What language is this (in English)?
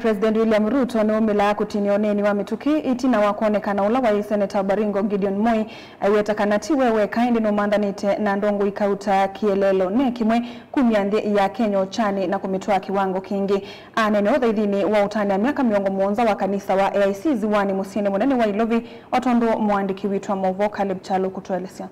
Kamba